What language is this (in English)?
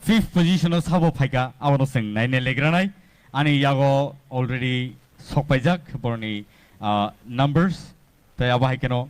Riang (India)